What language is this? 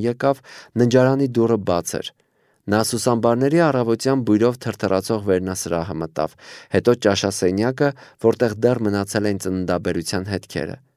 Armenian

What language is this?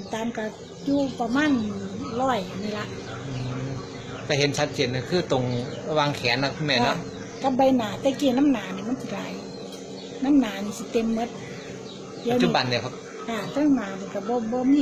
Northeastern Thai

